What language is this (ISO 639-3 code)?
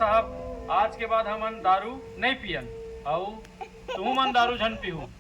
hne